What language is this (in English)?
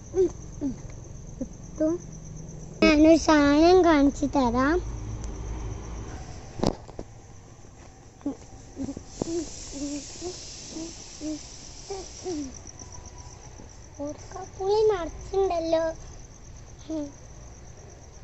Malayalam